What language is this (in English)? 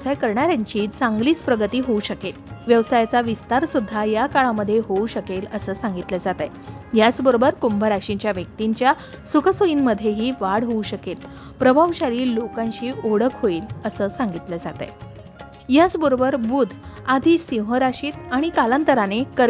Marathi